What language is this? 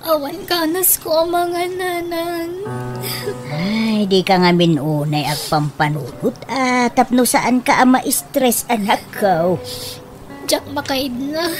Iloko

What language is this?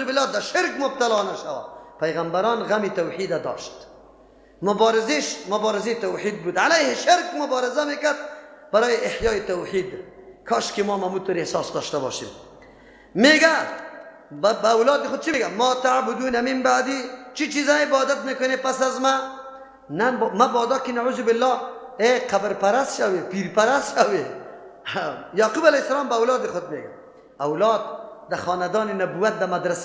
Persian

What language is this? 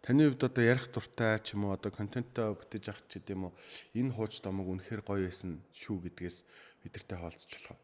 Mongolian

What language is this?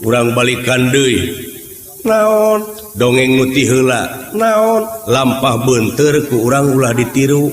Sundanese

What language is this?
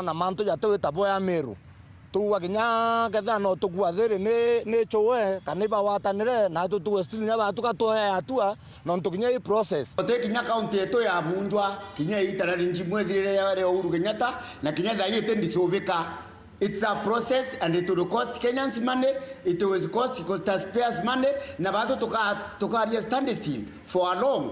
Meru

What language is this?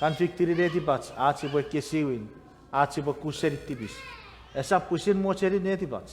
Chuukese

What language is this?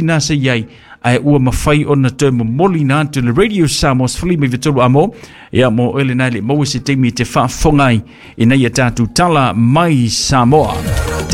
Samoan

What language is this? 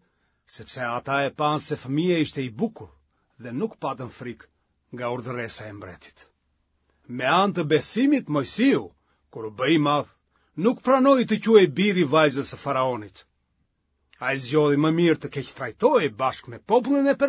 Albanian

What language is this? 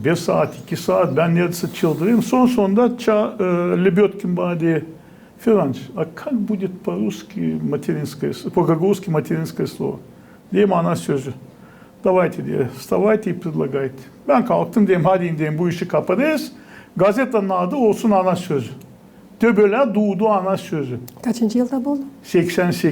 Gagauz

